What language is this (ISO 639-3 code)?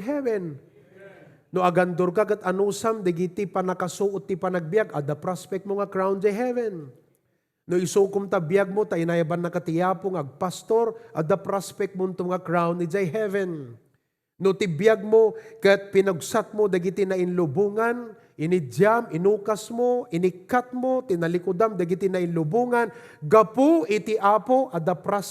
ilo